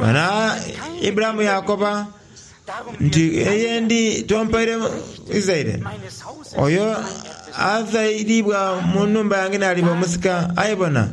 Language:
Soga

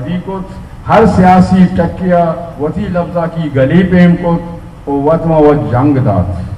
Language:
Baluchi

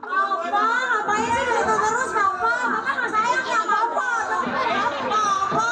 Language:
Betawi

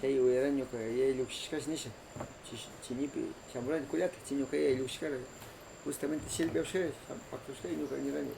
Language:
Northern Pastaza Quichua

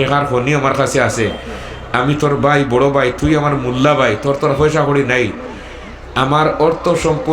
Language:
Sylheti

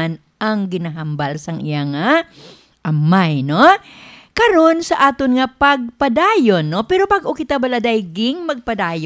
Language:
Hiligaynon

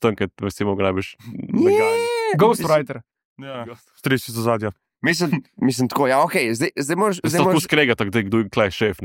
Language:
Slovenian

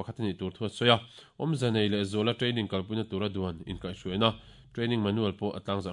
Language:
Mizo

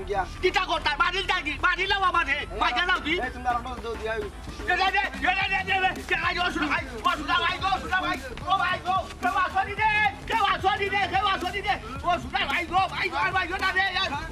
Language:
Sylheti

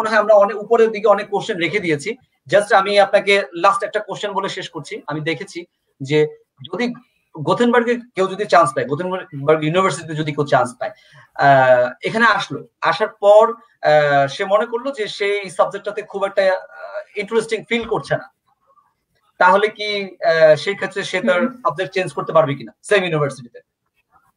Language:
Bangla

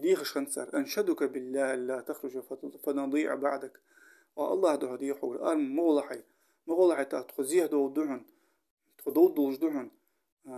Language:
Ingush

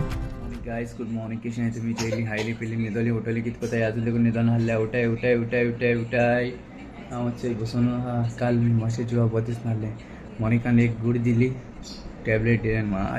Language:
Konkani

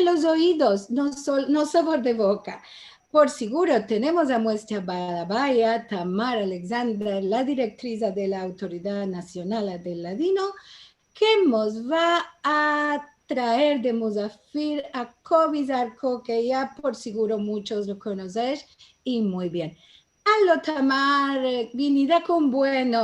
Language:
Ladino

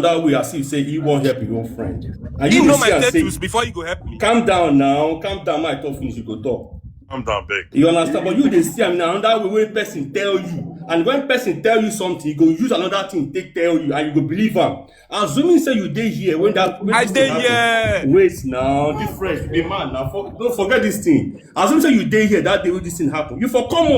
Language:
Nigerian Pidgin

